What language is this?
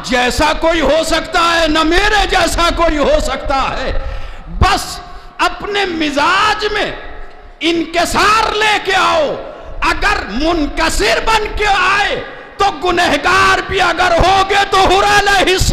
Urdu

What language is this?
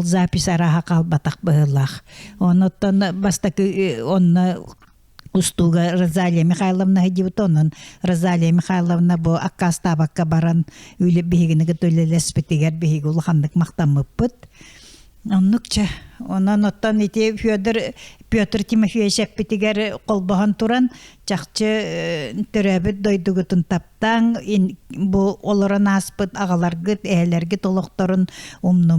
Yakut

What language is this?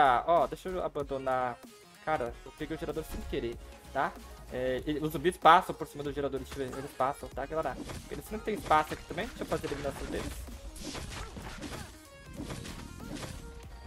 Portuguese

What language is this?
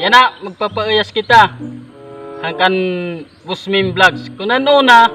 Waray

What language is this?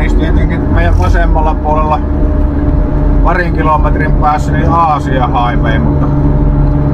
Finnish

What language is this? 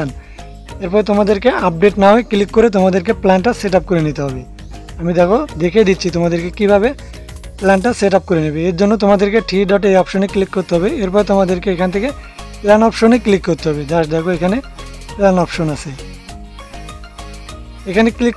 Bangla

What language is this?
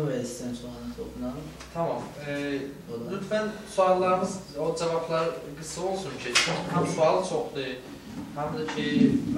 South Azerbaijani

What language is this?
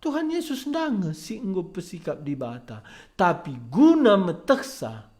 Batak Karo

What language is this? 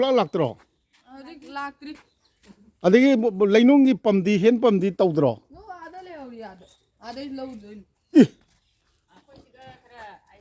Manipuri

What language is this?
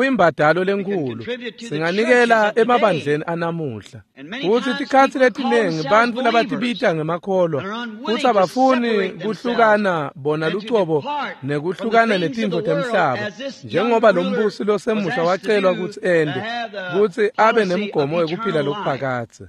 Swati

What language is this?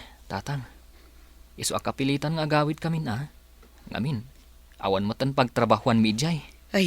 Iloko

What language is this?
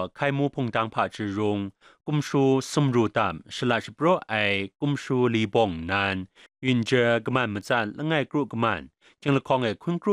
Kachin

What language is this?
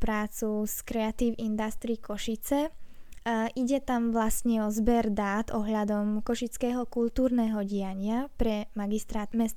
Slovak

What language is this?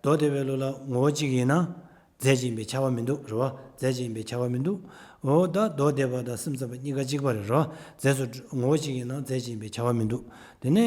Tibetan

